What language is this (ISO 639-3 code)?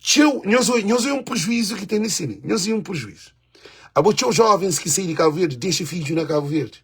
kea